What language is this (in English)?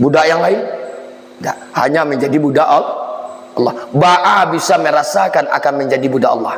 Minangkabau